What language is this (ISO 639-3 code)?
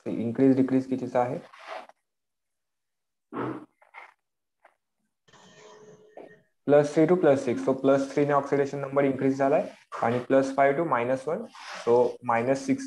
mar